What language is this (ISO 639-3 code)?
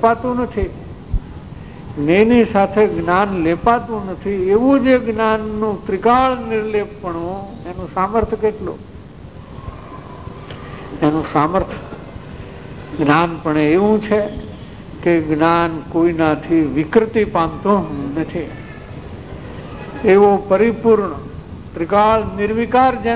guj